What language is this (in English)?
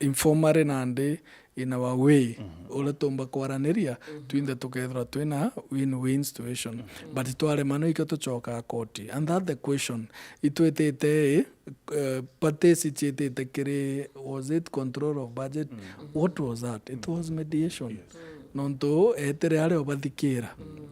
Meru